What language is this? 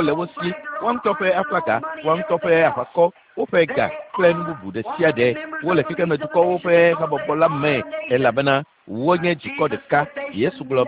Ewe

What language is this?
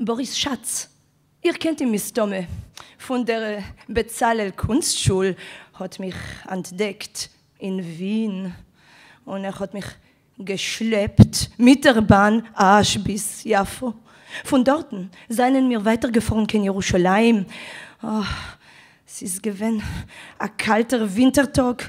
Yiddish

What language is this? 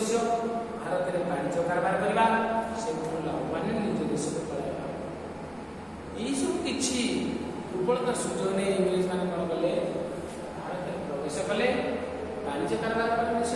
Odia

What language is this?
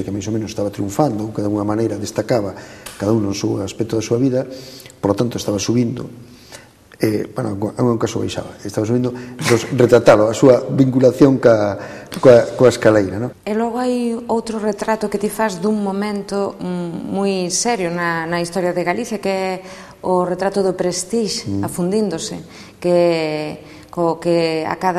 Galician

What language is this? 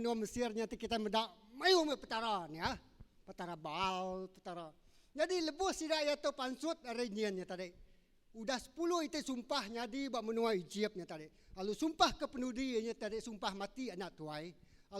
Iban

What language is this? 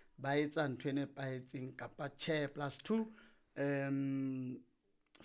Southern Sotho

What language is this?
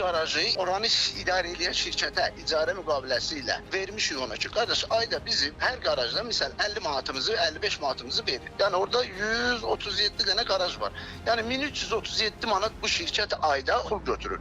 Azerbaijani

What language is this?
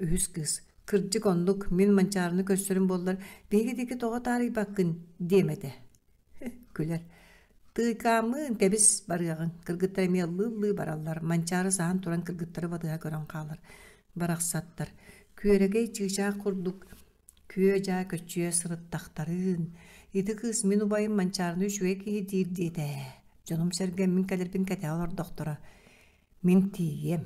Yakut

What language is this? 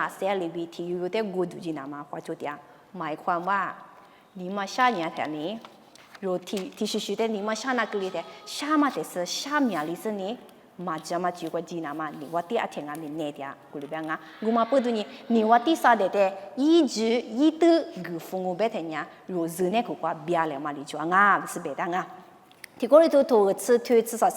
Lisu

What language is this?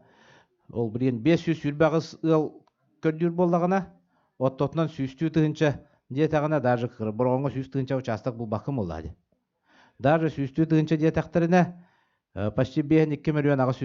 Yakut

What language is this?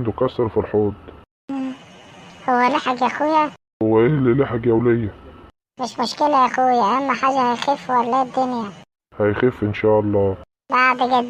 Egyptian Arabic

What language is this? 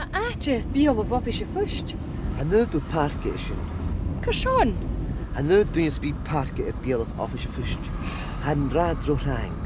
Scottish Gaelic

